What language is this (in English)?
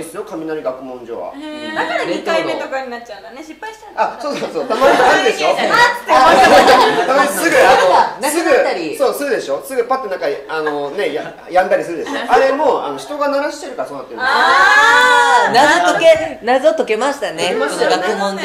Japanese